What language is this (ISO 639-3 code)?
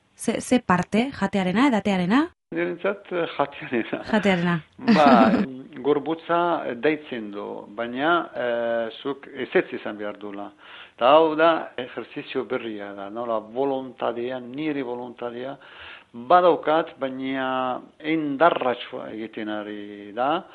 eus